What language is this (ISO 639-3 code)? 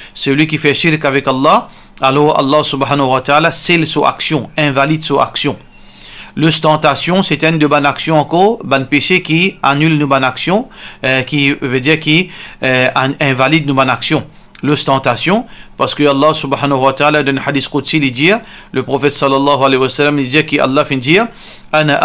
mfe